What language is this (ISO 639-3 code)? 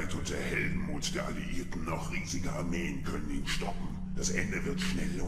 bar